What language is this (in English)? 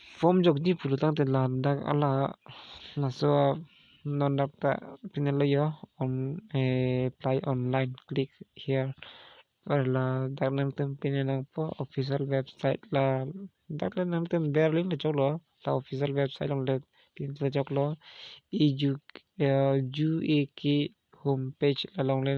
Karbi